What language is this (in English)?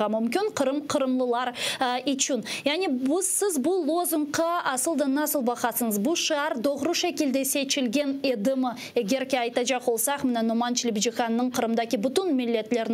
Crimean Tatar